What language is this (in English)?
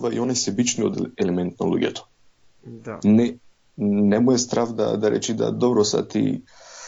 Macedonian